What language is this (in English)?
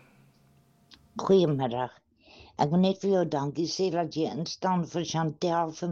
Afrikaans